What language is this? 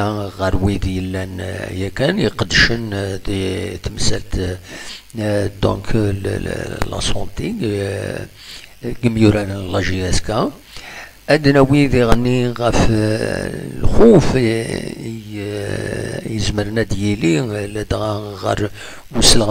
Kabyle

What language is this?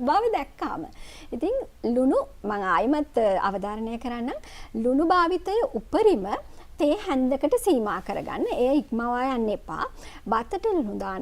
Sinhala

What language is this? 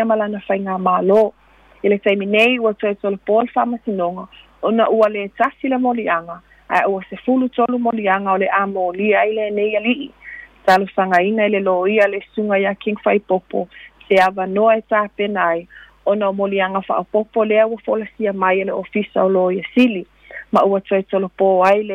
Samoan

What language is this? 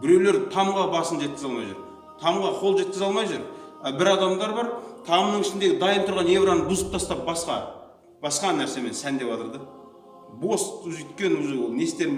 Kazakh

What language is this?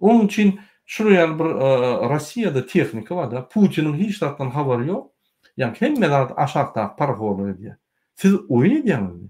Turkmen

